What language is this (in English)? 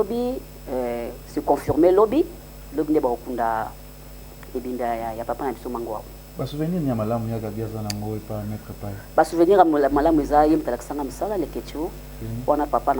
Lingala